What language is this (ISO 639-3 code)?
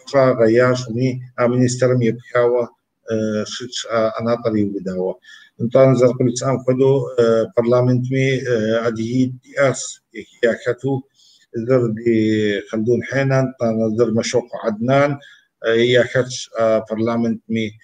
kbd